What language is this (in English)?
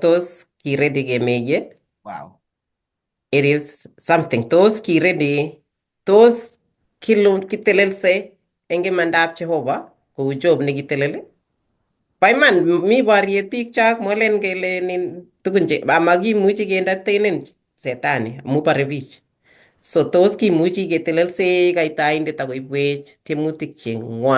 Kalenjin